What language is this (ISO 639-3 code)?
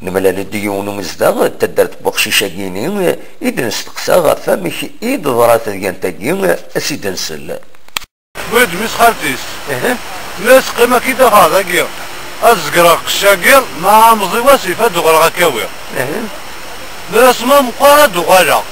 kab